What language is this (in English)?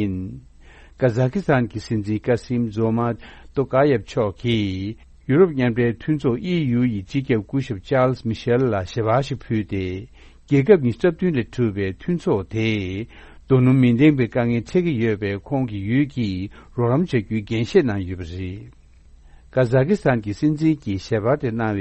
Tibetan